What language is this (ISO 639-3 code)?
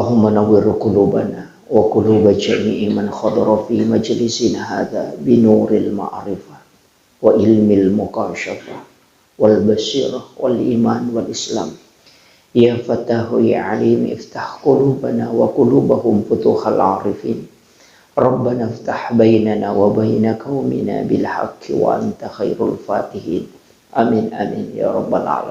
bug